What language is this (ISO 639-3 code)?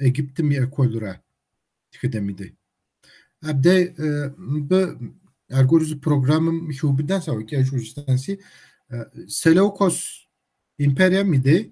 kbd